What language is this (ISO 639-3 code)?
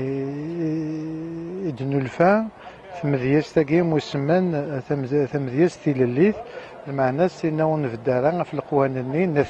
kab